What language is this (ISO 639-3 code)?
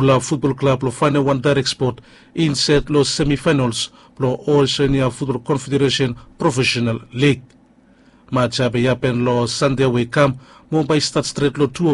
bis